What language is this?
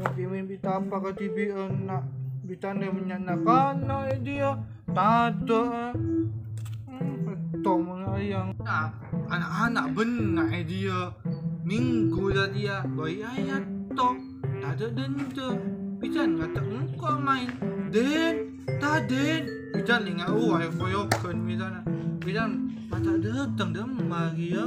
Madurese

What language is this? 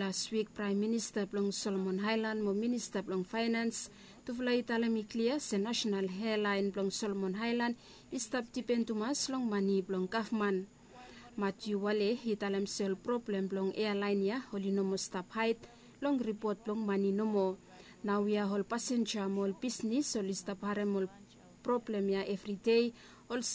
Bislama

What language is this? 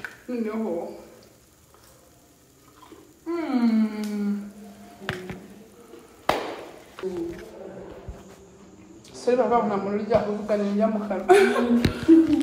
Kinyarwanda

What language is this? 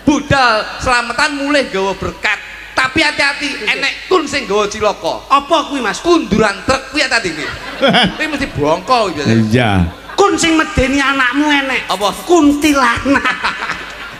Javanese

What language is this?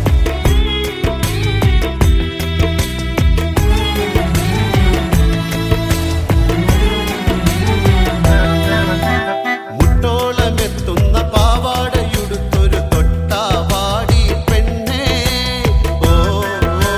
Malayalam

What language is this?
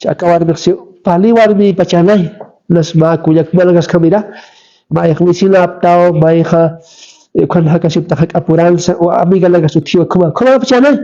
Aymara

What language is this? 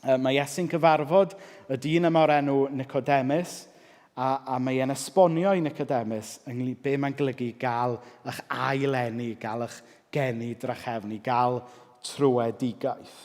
Welsh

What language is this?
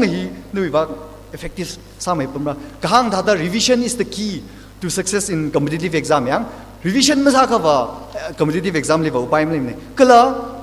Tangkhul Naga (India)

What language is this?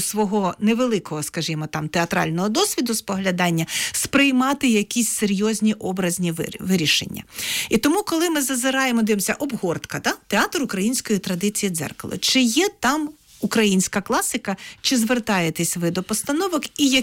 Ukrainian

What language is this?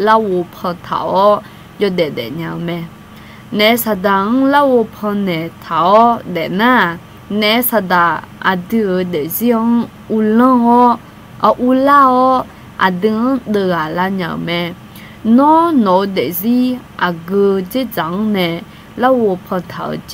Akha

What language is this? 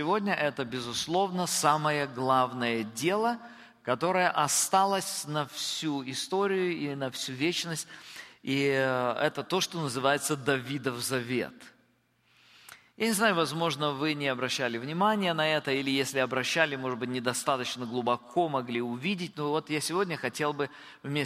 Russian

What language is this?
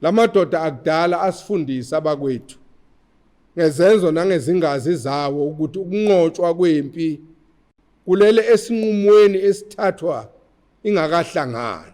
Zulu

